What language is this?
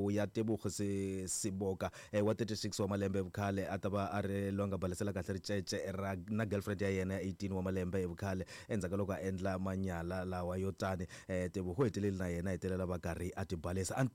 Tsonga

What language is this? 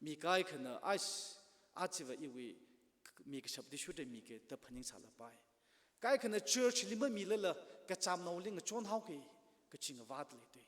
Tangkhul Naga (India)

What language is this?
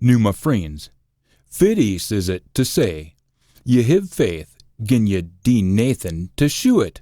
Scots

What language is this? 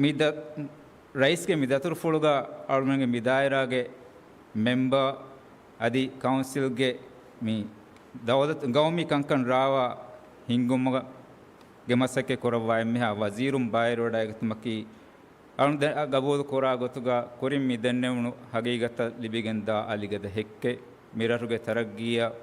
Divehi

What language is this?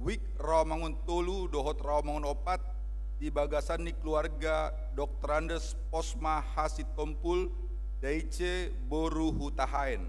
Batak Toba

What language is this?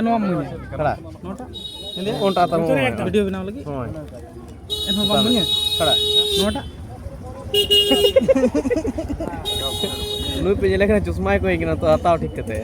Santali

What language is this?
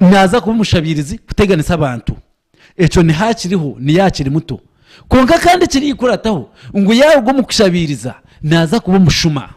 Nyankole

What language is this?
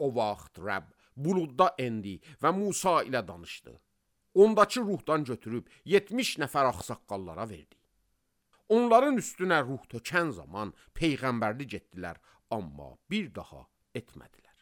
Azerbaijani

